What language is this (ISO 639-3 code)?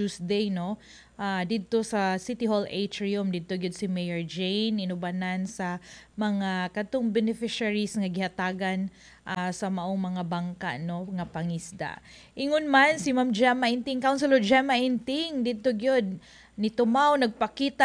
ceb